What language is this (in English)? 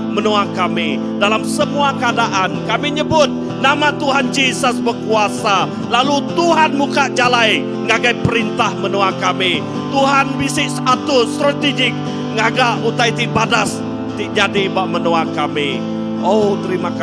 Iban